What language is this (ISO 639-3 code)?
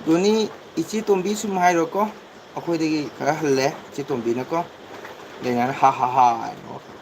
mni